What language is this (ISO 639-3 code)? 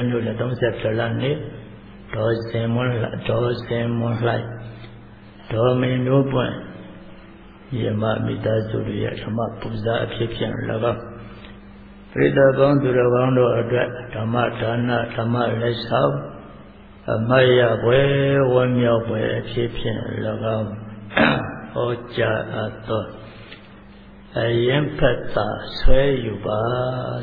mya